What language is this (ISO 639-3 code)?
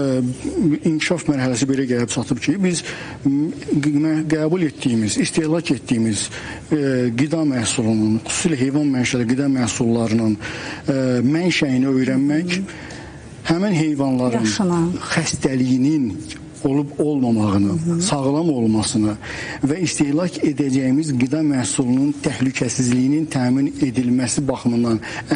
aze